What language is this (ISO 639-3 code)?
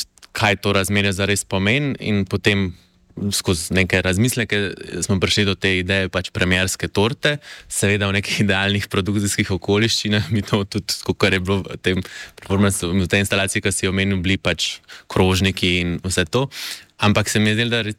slv